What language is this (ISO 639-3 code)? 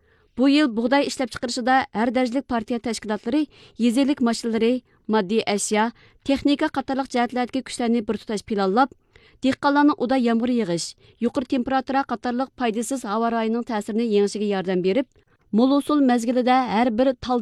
uig